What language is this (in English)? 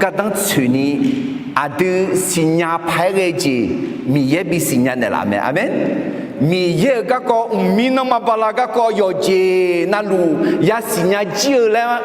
Akha